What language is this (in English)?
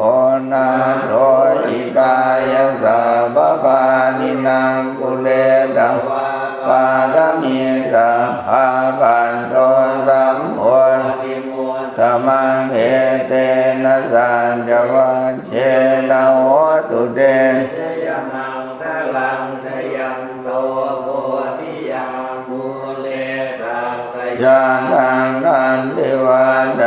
Pali